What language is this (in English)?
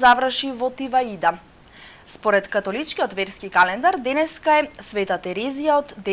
Macedonian